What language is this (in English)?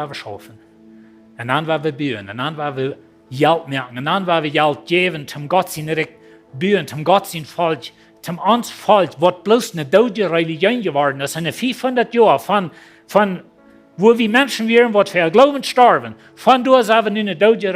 Plautdietsch